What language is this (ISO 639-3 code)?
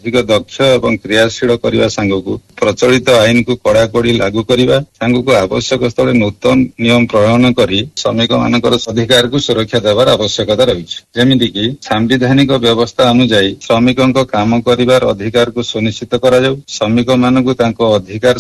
ori